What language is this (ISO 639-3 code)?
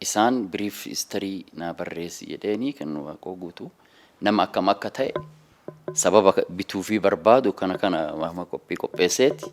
orm